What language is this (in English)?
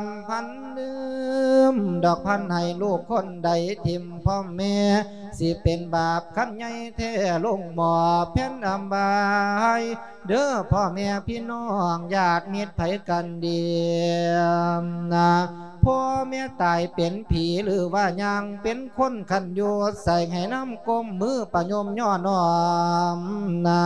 Lao